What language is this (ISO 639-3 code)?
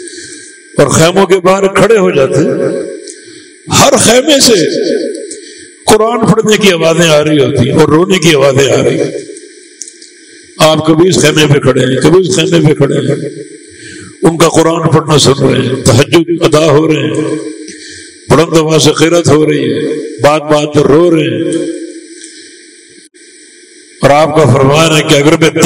urd